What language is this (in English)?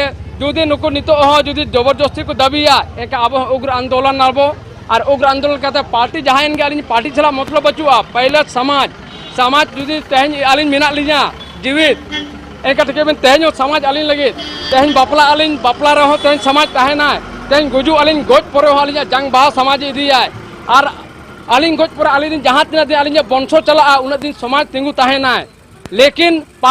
Santali